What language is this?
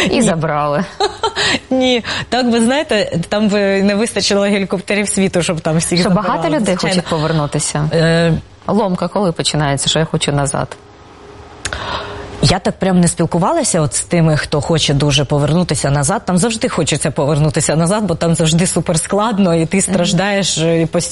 Ukrainian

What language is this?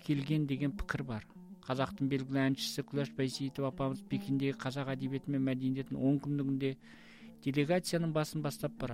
Kazakh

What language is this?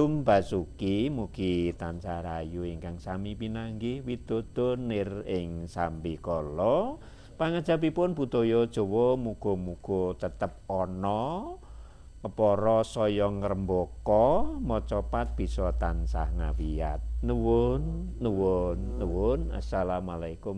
Javanese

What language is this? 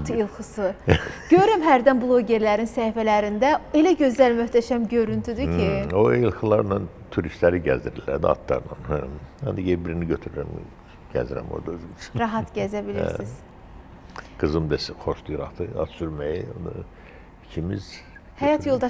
Azerbaijani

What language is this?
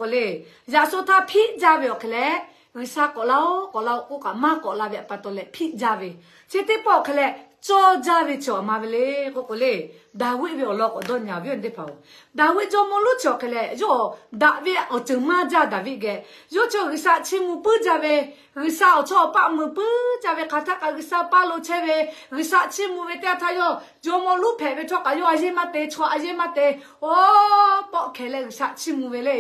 Lahu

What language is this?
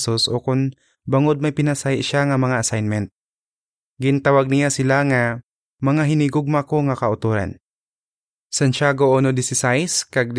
Hiligaynon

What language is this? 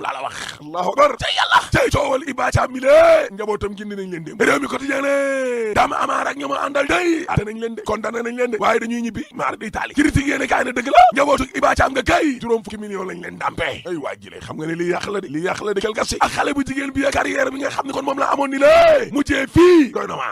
Wolof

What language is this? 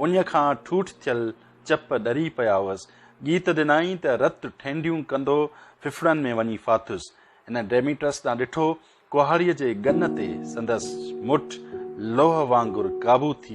Sindhi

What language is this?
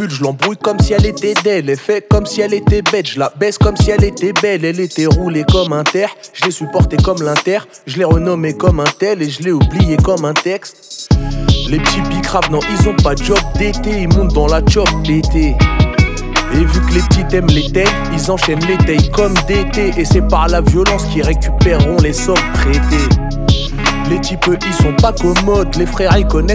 French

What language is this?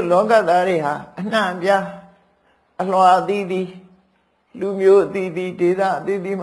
Burmese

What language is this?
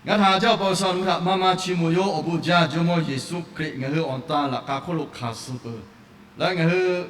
Lahu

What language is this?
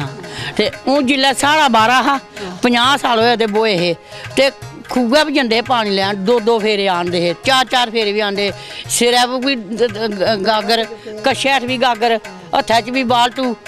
Dogri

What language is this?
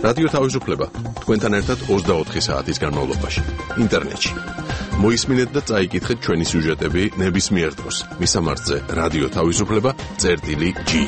Georgian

